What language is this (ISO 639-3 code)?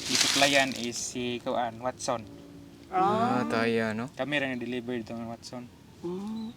ceb